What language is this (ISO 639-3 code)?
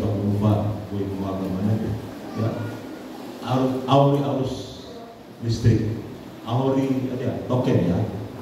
nia